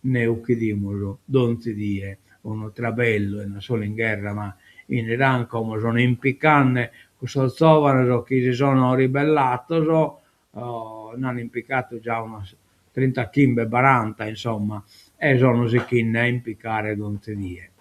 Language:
Sardinian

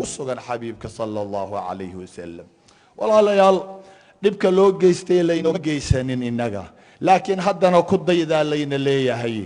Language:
Somali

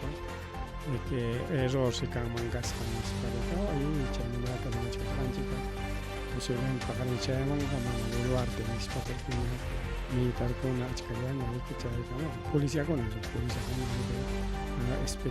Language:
Ayacucho Quechua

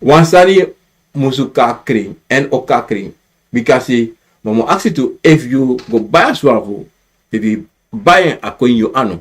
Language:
Sranan Tongo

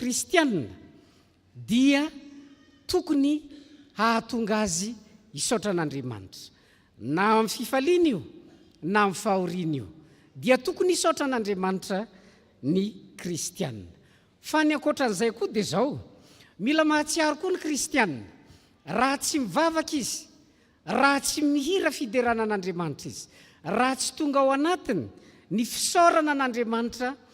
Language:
Malagasy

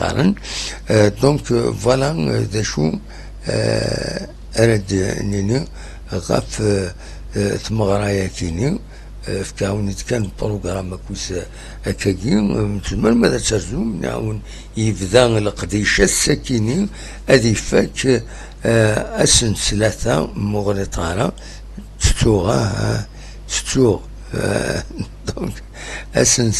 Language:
Kabyle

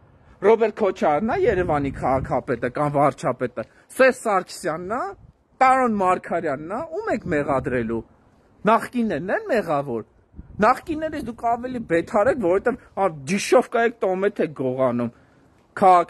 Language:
Armenian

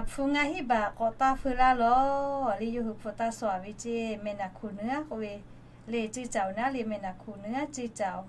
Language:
Lahu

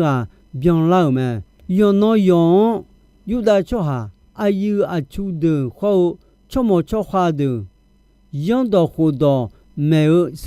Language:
Akha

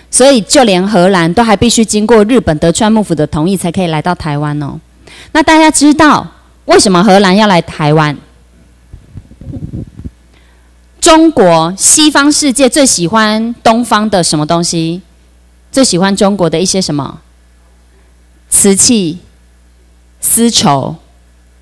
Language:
Chinese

